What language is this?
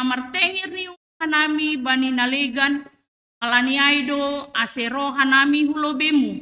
Batak Simalungun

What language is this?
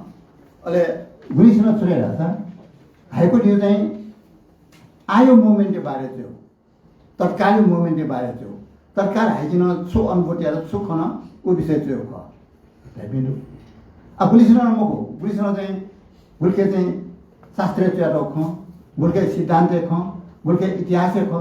Newari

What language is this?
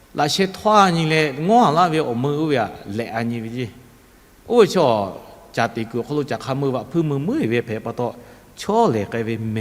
Lahu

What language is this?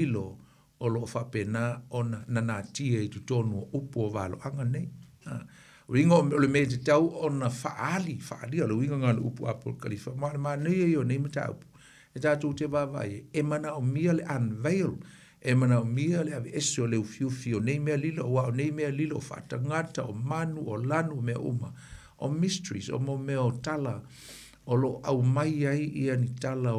Samoan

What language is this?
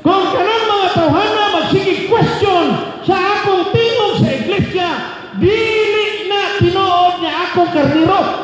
Cebuano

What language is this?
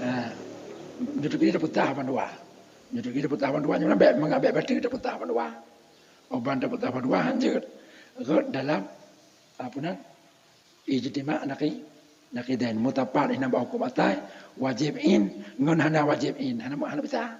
Achinese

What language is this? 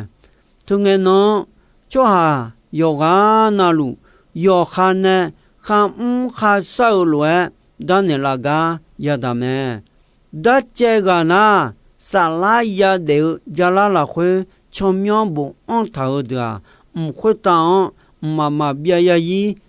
Akha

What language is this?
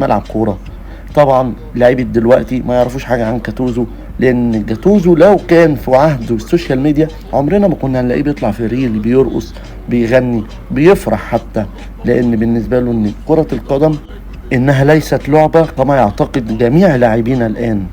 Egyptian Arabic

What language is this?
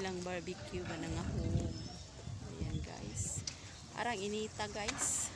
Cebuano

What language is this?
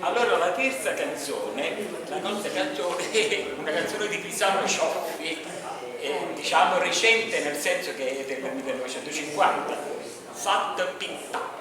Neapolitan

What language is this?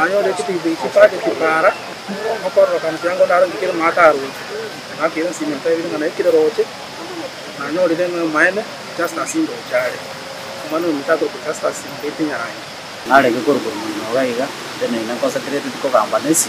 Gusii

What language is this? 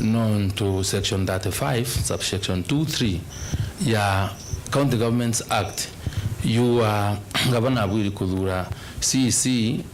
Meru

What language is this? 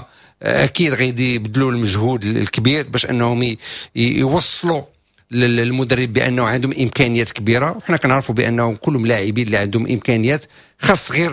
Moroccan Arabic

